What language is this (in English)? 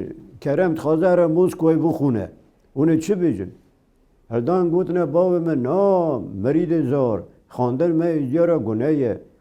Kurdish